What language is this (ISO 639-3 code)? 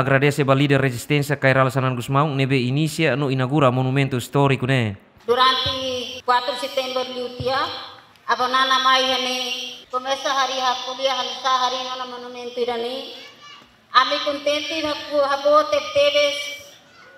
tet